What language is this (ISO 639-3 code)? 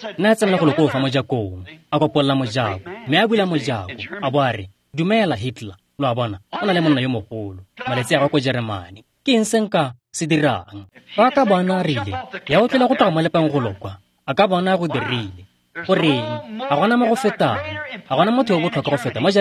tsn